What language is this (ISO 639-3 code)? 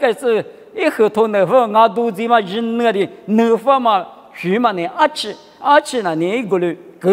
lis